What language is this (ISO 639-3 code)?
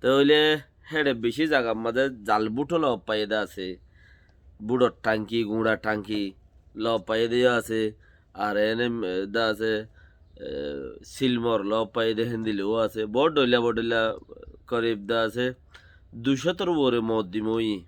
rhg